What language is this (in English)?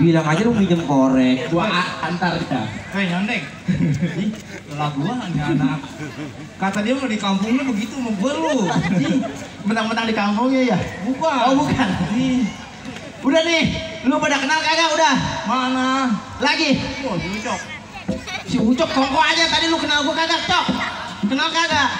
Betawi